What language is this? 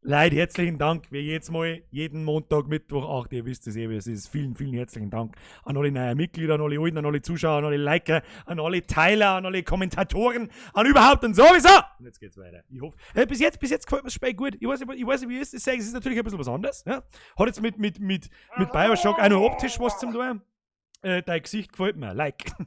Bavarian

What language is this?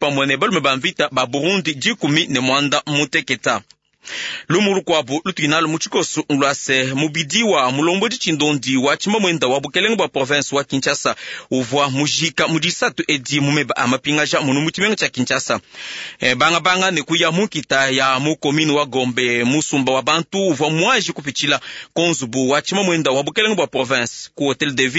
Luba-Lulua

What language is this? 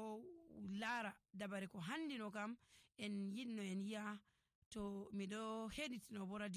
Nigerian Fulfulde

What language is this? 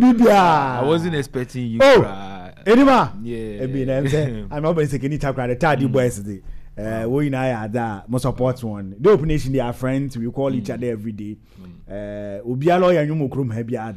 Akan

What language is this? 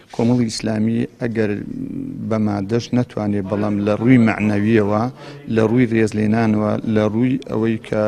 Central Kurdish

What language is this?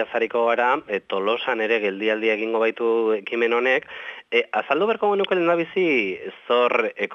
Basque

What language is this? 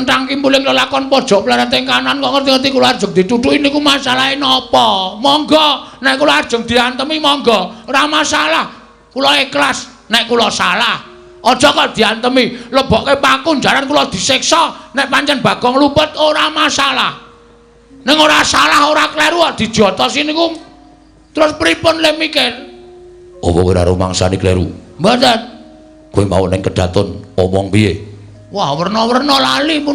Javanese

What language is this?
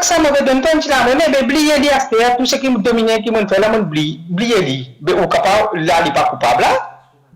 Morisyen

